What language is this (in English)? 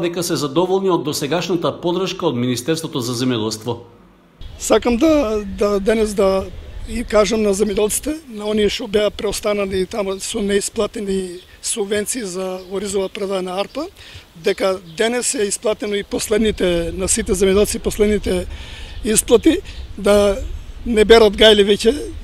Macedonian